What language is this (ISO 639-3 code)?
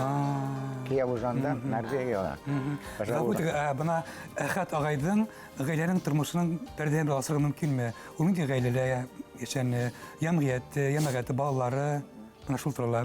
bak